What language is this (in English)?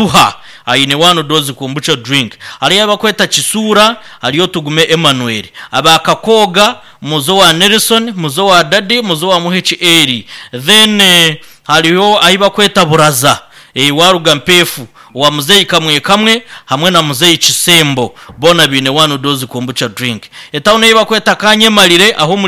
Nyankole